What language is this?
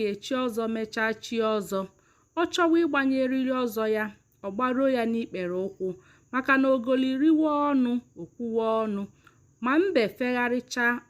Igbo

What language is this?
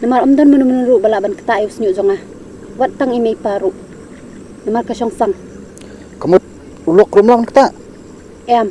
Khasi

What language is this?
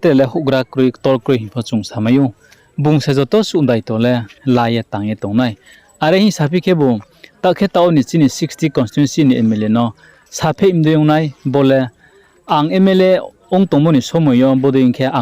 Riang (India)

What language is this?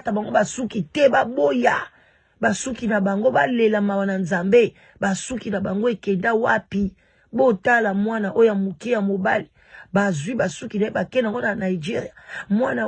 Lingala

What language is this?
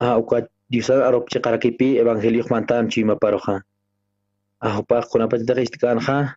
Aymara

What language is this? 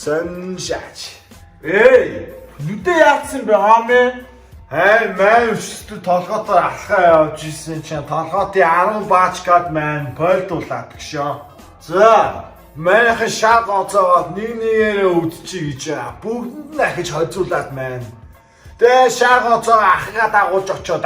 Mongolian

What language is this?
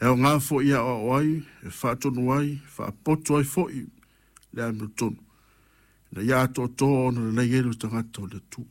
Samoan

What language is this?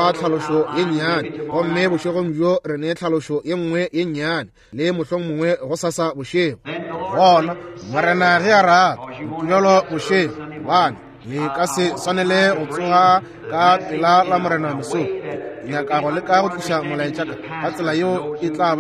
Northern Sotho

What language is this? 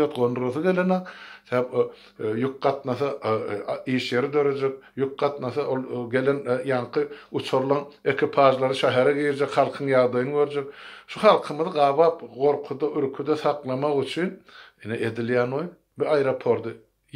Turkmen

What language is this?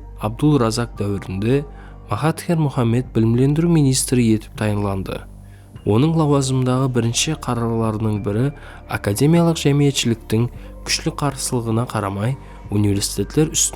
Kara-Kalpak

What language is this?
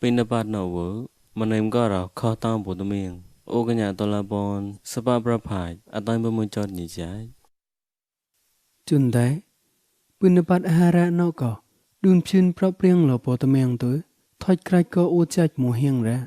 Mon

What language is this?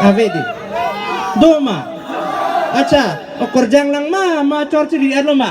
Karbi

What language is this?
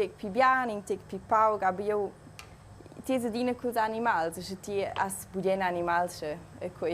Romansh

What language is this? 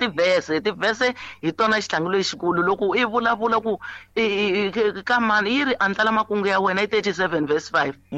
Tsonga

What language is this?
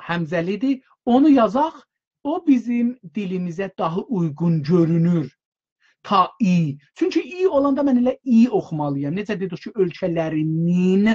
South Azerbaijani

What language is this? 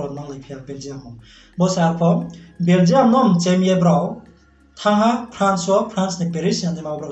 Riang (India)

